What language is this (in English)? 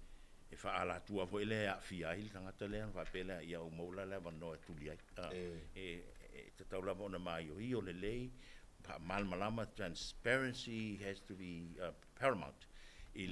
Samoan